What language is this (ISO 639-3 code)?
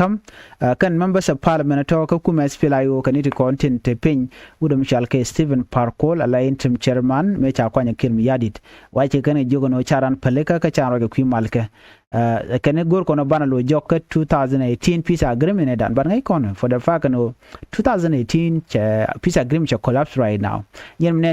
nus